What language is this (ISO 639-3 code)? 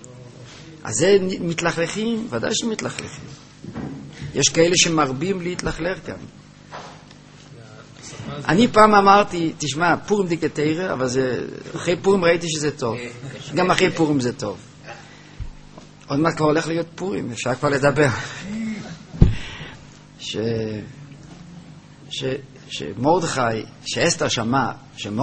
heb